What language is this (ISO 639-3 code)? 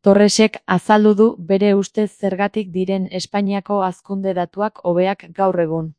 eus